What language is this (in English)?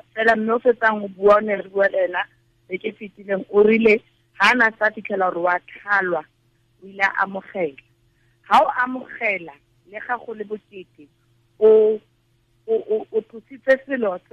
Tswana